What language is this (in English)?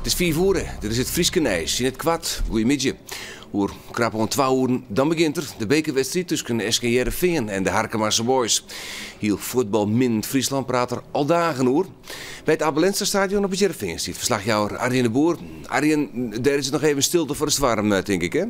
Western Frisian